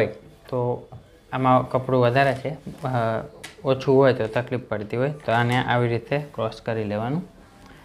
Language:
Gujarati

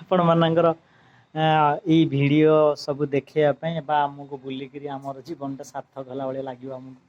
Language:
Odia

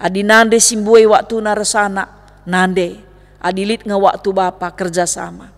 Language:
Batak Karo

